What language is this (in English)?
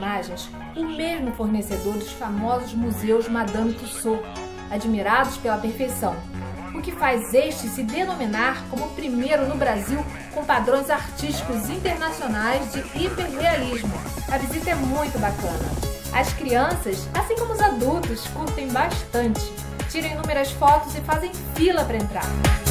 Portuguese